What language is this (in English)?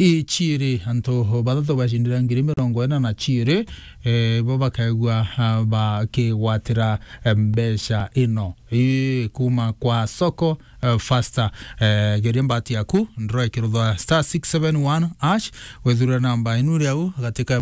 Meru